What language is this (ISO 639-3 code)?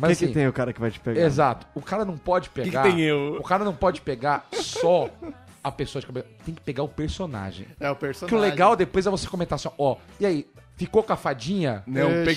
por